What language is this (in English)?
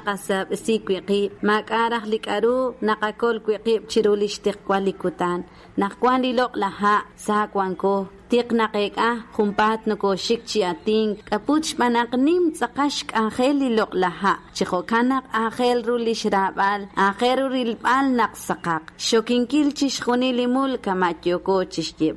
Kekchí